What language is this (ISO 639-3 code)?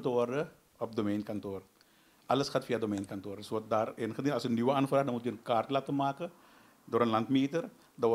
nld